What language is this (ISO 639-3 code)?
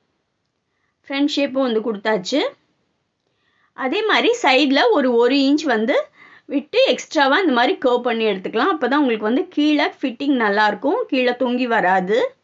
tam